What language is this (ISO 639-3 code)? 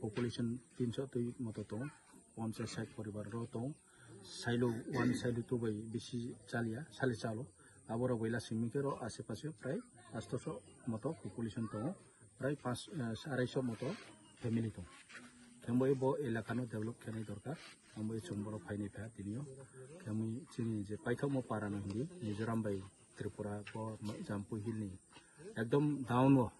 trp